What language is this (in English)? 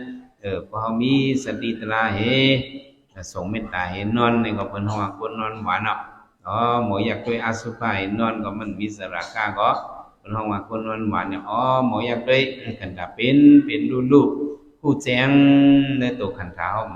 Shan